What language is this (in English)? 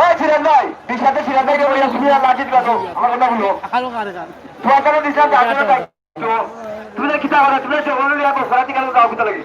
Sylheti